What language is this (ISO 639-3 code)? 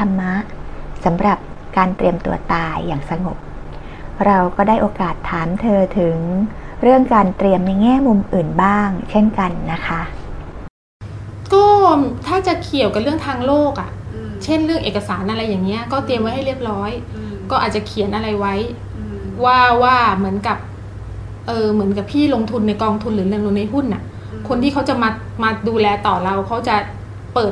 tha